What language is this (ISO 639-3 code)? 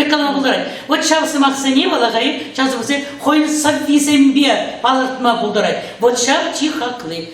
chv